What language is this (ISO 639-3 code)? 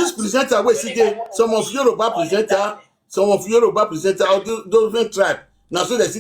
pcm